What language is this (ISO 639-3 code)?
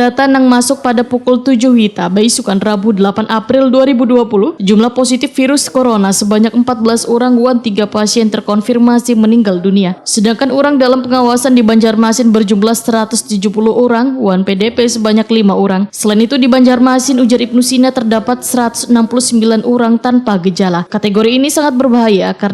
bjn